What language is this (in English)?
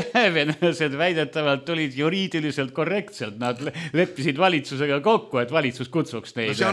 Estonian